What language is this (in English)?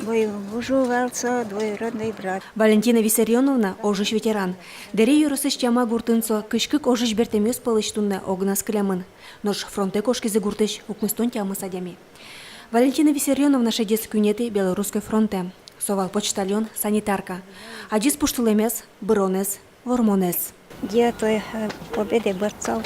Udmurt